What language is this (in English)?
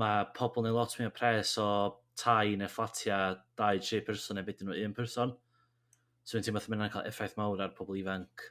Welsh